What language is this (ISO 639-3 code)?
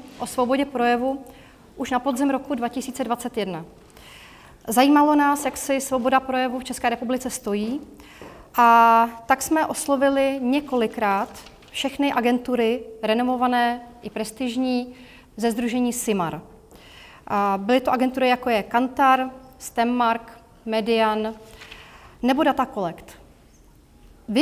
ces